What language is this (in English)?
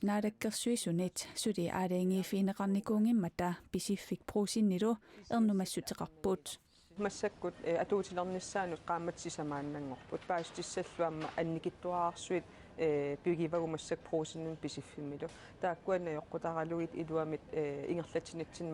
Kalaallisut